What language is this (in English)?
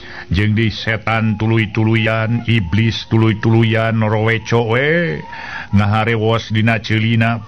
Sundanese